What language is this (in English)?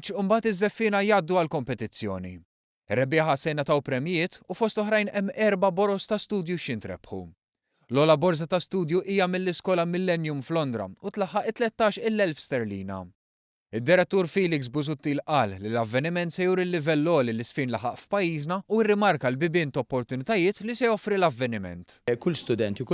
Maltese